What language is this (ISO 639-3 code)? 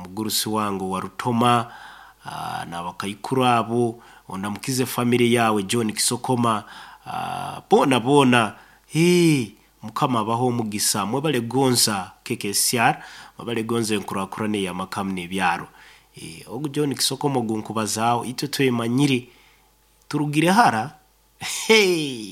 nyo